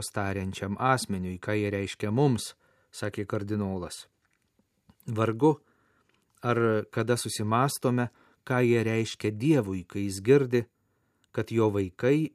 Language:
Lithuanian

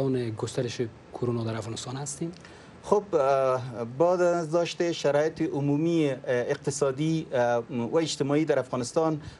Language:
Persian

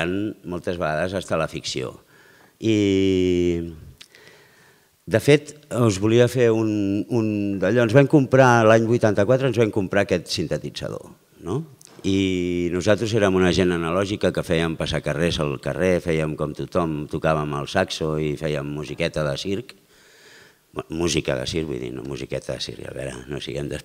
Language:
Catalan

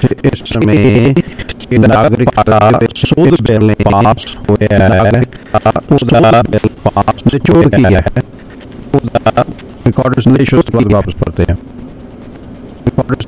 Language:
Punjabi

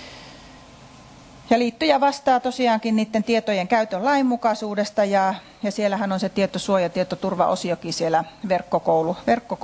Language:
Finnish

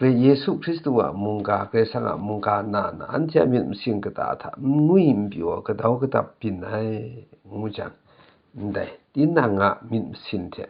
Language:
Kachin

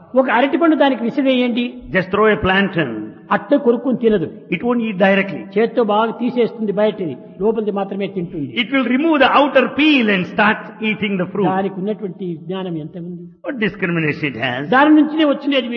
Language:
Telugu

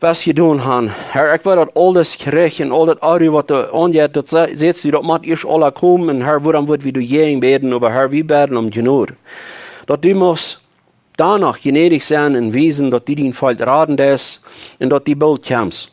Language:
Plautdietsch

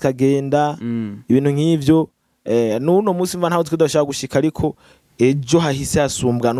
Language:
Rundi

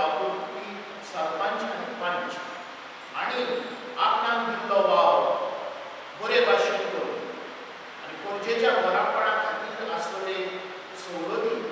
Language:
Konkani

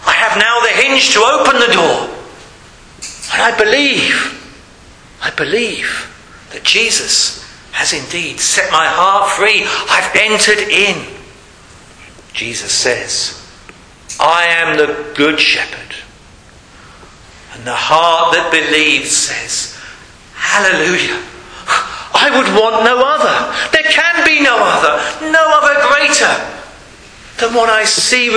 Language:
English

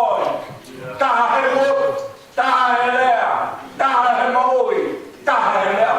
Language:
Tongan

